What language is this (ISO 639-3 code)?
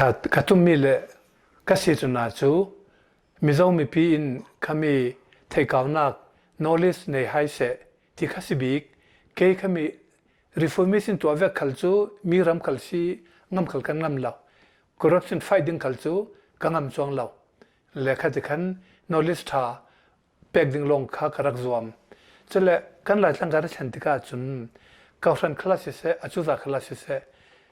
cnh